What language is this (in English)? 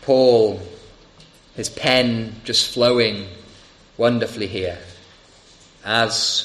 English